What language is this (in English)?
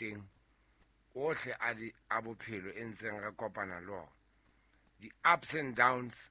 Southern Sotho